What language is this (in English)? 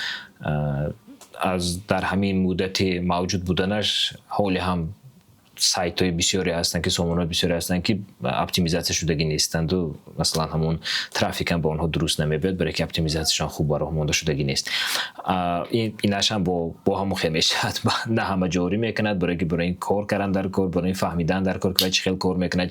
Tajik